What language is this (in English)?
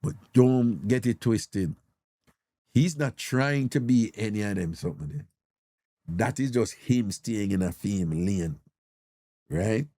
Jamaican Creole English